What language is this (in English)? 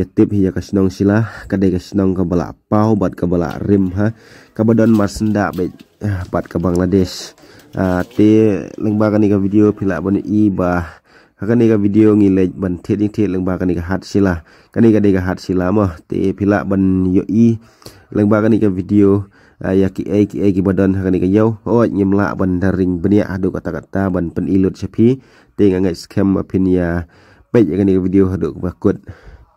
Khasi